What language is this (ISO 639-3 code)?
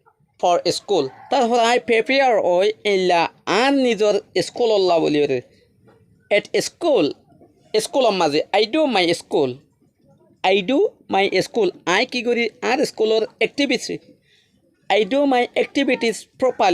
rhg